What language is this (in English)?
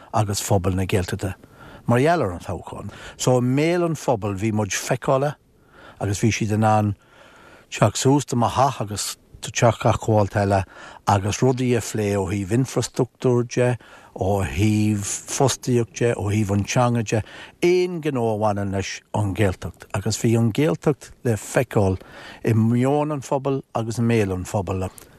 Irish